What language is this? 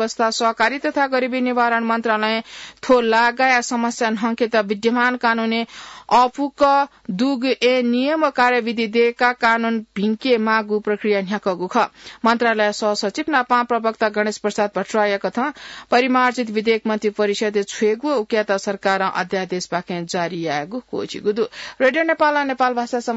Newari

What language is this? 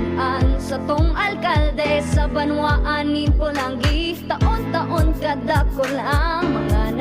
Bikol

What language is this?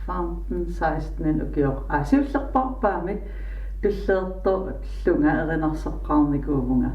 Kalaallisut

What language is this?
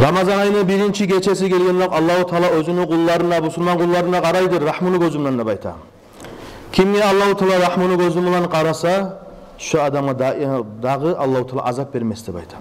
Kumyk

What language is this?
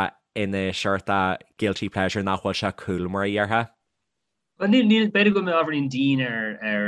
Irish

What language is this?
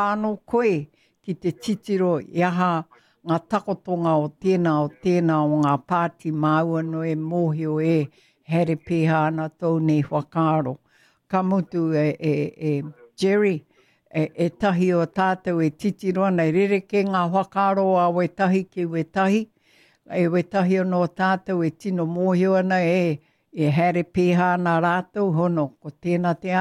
Māori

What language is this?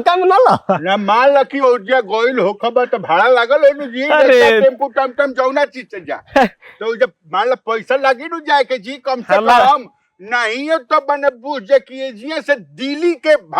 Bhojpuri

